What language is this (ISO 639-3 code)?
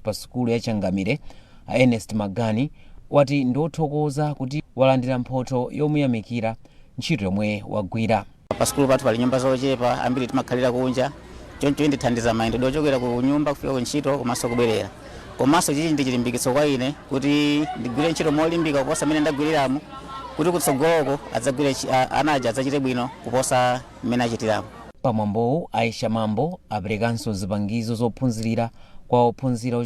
nya